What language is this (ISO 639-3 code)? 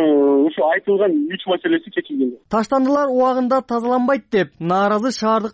kir